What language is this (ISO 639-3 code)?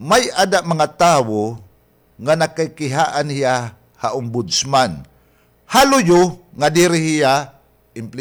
war